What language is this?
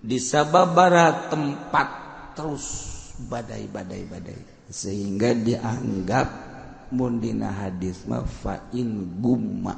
Sundanese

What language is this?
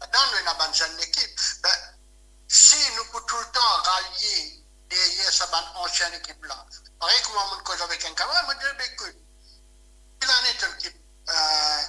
Morisyen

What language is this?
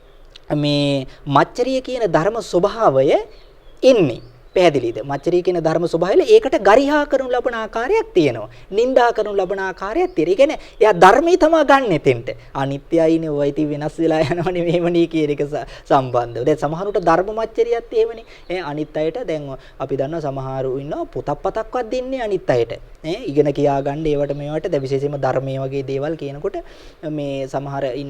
Sinhala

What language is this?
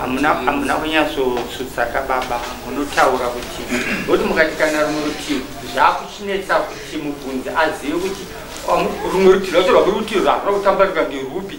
Shona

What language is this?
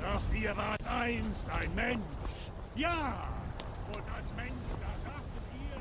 Swiss German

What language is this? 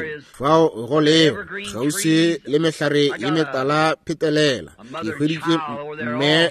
Northern Sotho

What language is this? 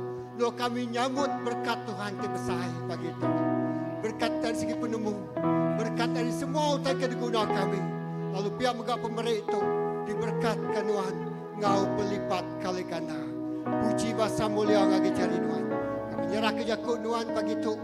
Iban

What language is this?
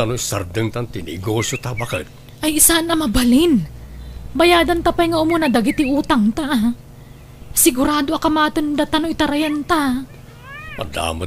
Iloko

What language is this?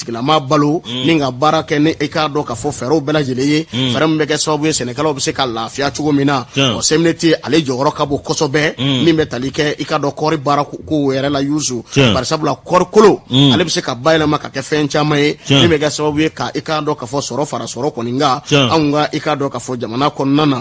Bambara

